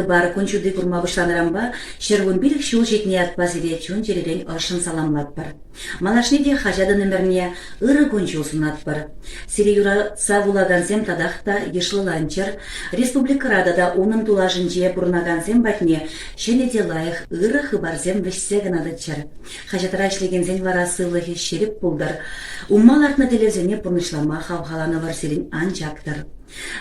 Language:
Chuvash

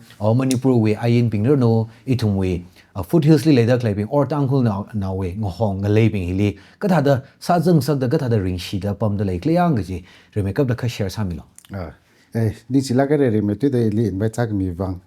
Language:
Tangkhul Naga (India)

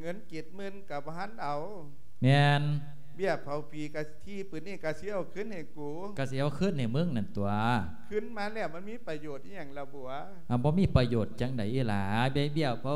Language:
Lao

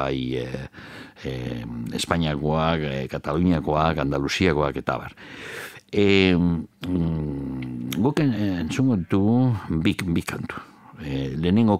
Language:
Basque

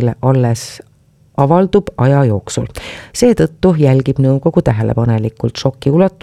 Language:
Estonian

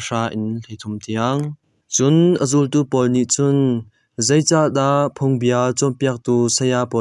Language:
Hakha Chin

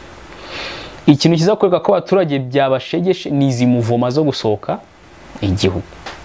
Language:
Kinyarwanda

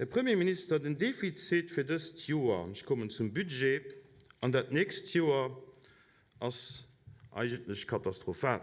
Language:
Luxembourgish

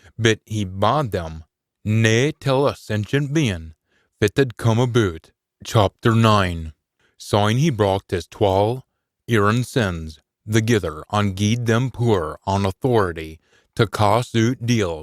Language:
Scots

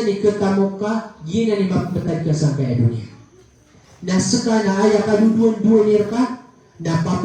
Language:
Maranao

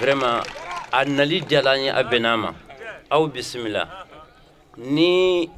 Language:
Bambara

